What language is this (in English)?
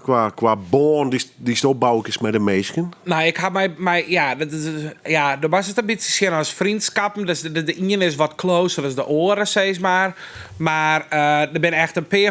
Western Frisian